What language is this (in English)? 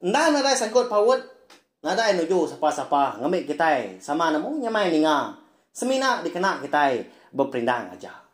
Iban